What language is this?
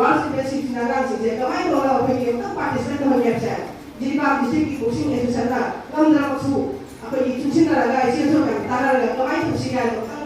Manipuri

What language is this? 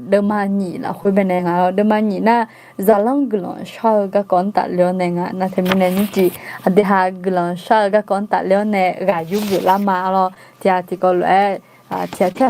Akha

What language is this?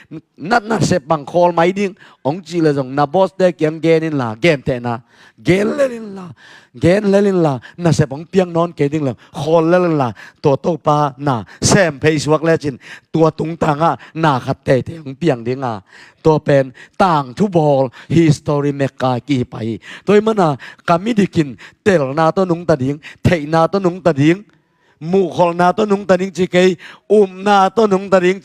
Tedim Chin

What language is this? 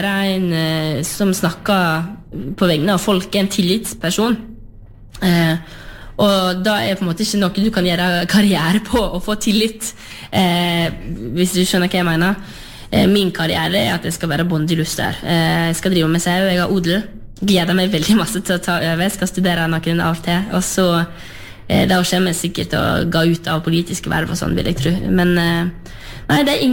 Norwegian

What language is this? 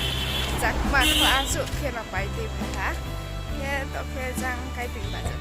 Riang (India)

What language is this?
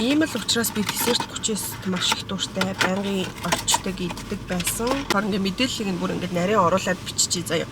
Mongolian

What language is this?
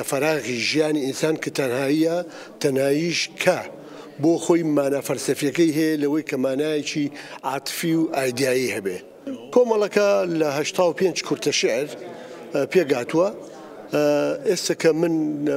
Central Kurdish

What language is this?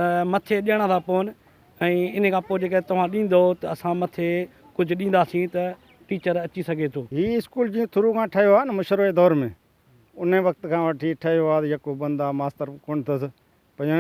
Sindhi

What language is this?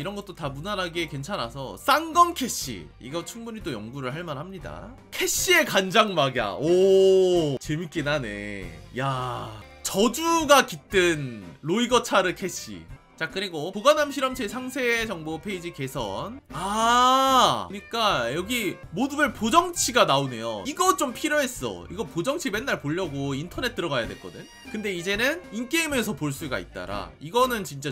Korean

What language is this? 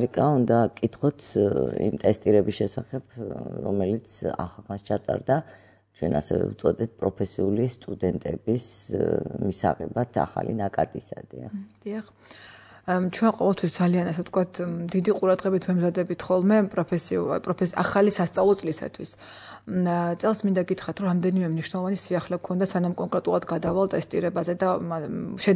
Georgian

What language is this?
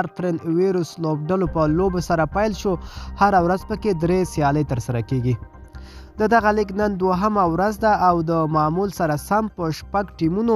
Pashto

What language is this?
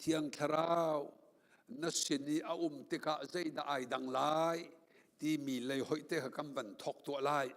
Hakha Chin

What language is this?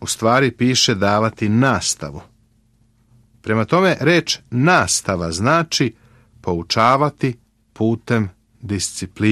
Serbian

